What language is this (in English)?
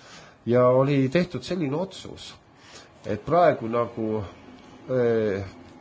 Estonian